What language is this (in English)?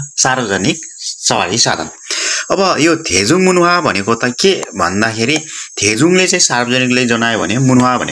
Nepali